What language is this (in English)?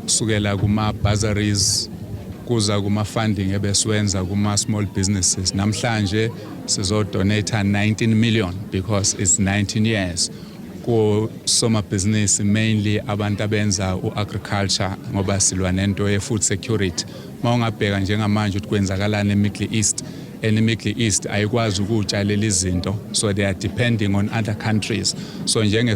Zulu